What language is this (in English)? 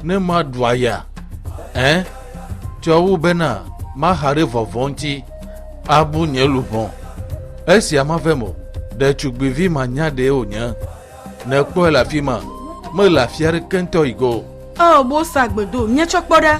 Ewe